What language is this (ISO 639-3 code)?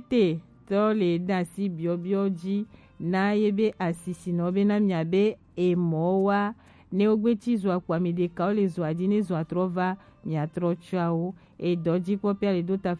gej